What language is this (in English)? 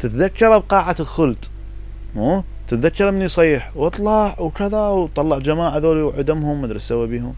Mesopotamian Arabic